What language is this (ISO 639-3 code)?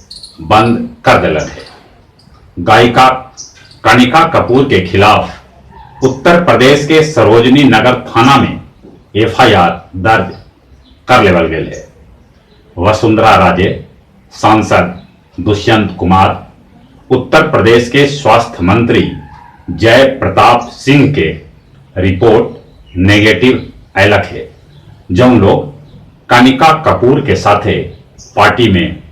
mag